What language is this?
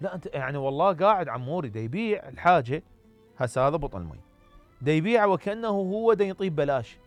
Mesopotamian Arabic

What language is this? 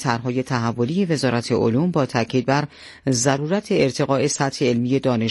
Persian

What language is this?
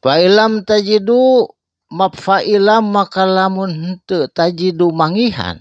Sundanese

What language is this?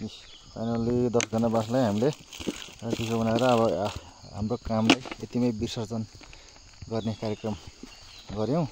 Nepali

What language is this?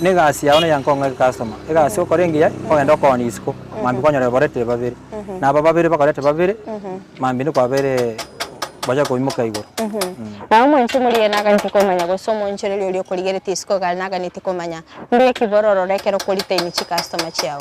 Gusii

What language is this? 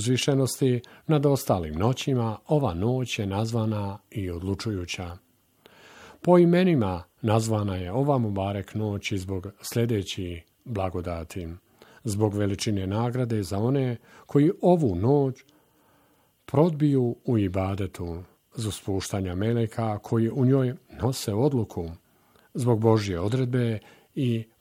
Bosnian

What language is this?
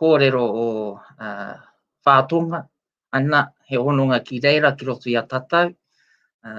Māori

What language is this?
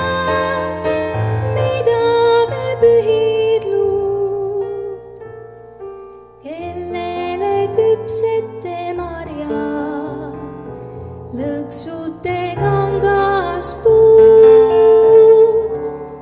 Estonian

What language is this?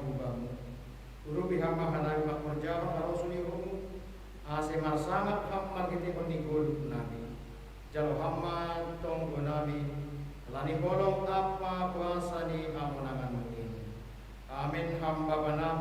Batak Simalungun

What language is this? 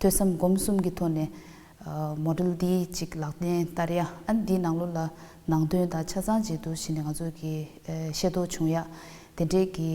Tibetan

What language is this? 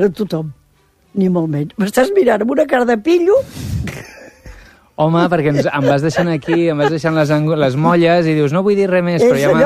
Catalan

